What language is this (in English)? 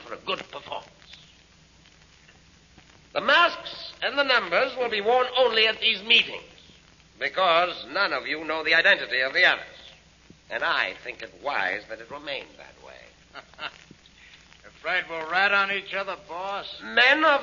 English